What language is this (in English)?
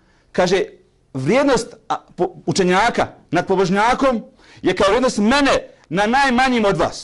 Bosnian